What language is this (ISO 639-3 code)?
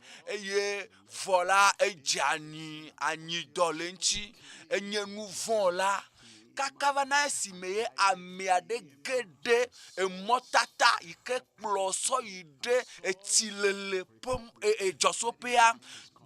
ewe